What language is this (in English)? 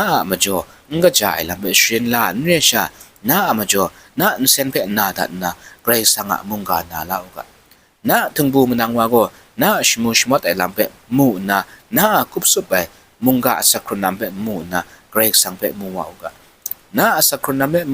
Kachin